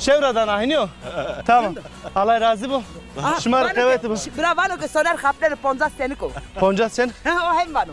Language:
Zaza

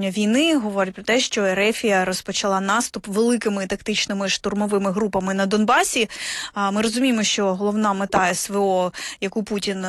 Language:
Ukrainian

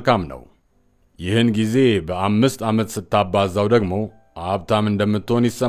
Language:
Amharic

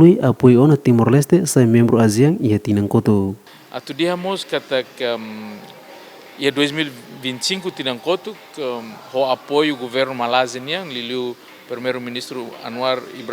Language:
Tetum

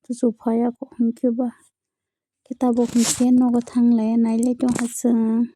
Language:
Kok Borok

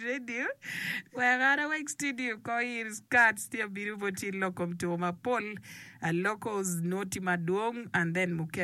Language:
Acoli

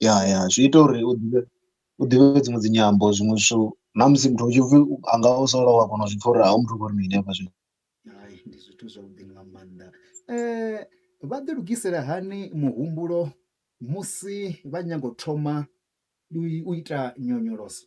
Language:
Venda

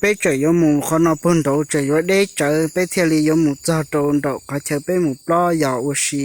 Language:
Hmong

